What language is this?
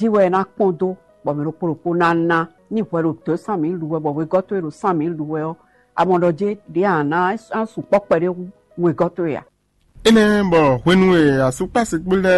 Fon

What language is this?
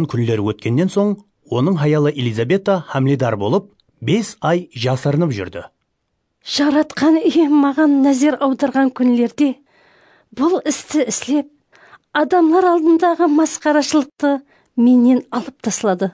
Kara-Kalpak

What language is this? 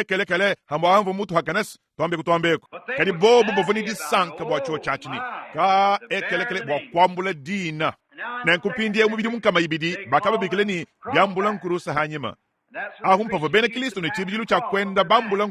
Luba-Lulua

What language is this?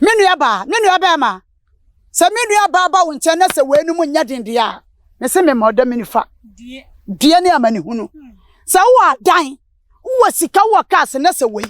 Akan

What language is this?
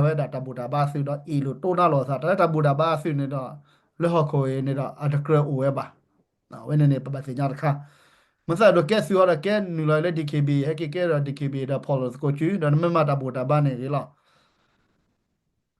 S'gaw Karen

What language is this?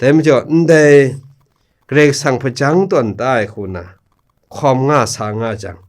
Kachin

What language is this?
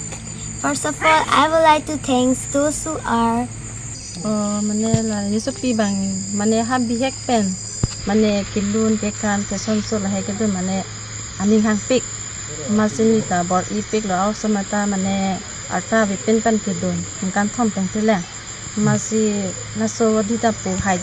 Karbi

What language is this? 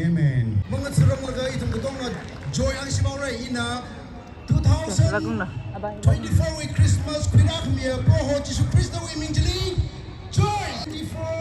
Tangkhul Naga (India)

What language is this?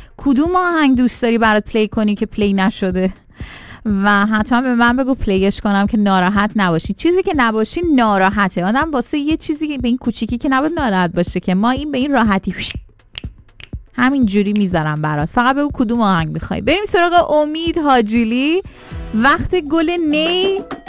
Persian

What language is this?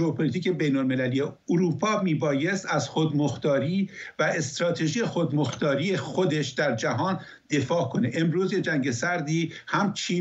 Persian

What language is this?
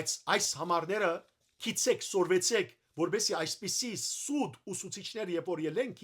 Western Armenian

